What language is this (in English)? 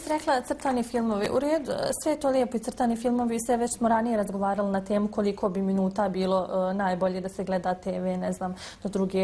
Bosnian